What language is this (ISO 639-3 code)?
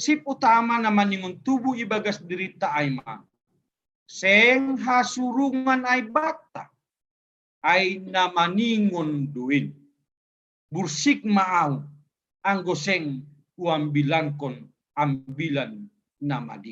bts